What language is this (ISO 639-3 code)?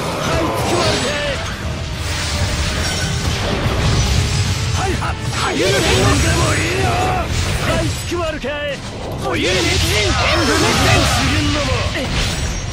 jpn